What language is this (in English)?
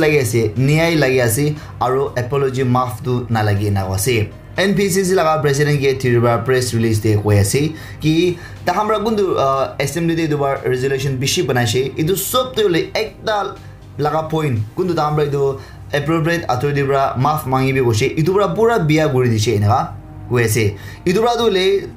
Naga Pidgin